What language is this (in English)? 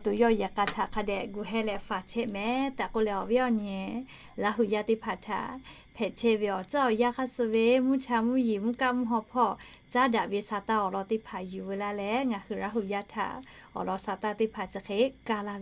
Lahu